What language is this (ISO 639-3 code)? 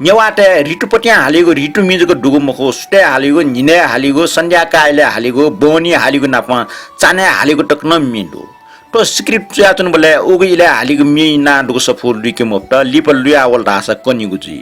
new